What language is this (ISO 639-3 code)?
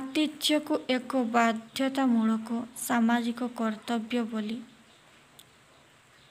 ori